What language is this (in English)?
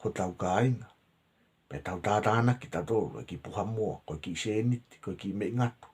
Tongan